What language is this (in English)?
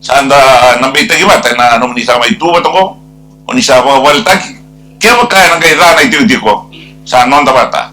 Fijian